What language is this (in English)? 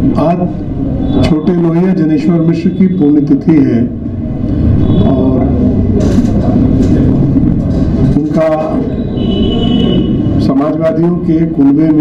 Hindi